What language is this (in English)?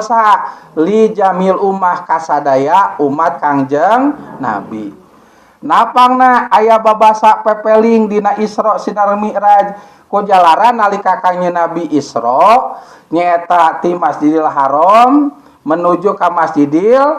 Sundanese